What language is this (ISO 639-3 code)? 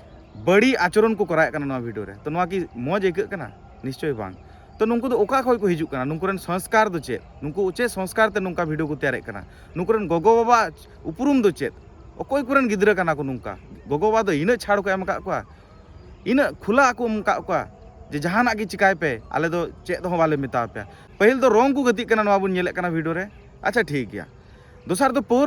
sat